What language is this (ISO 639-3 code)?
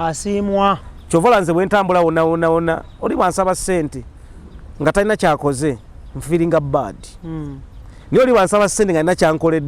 lug